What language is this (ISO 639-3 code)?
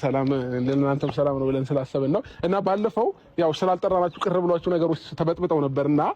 amh